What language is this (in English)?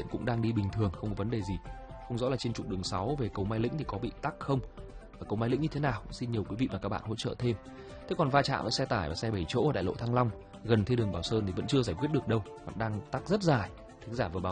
Vietnamese